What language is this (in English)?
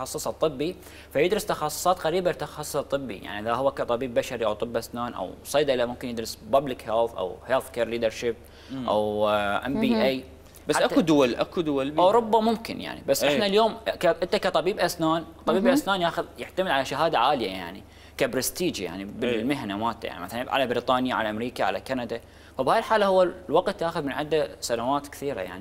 Mesopotamian Arabic